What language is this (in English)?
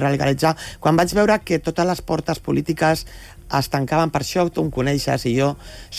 Catalan